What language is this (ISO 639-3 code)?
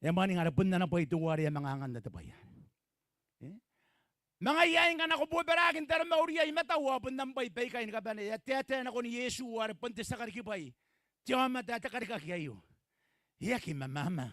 gil